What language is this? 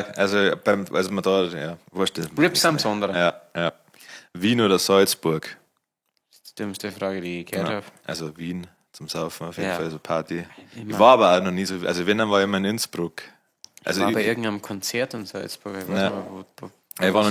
Bavarian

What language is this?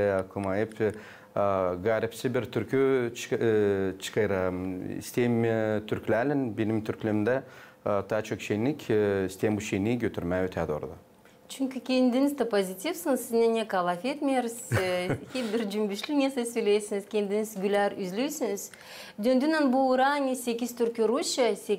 Gagauz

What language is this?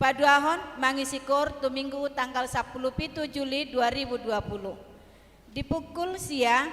Batak Toba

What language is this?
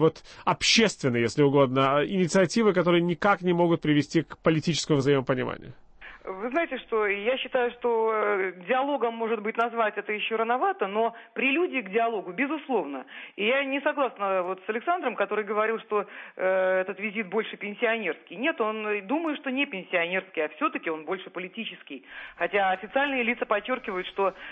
Russian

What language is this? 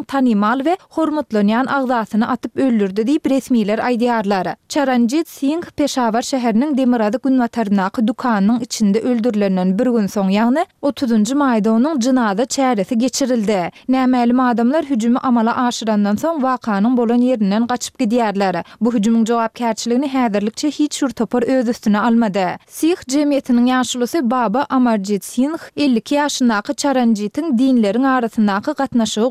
Turkmen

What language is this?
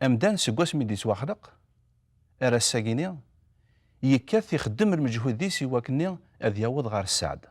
Kabyle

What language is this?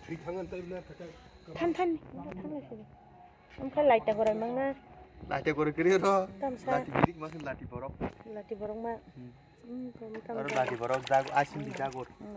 Kok Borok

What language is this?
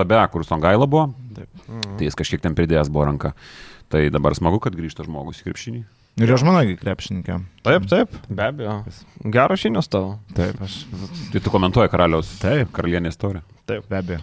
Lithuanian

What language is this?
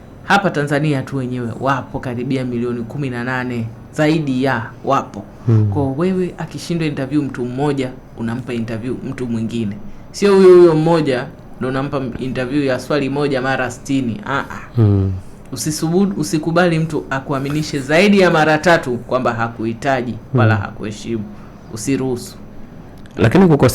Swahili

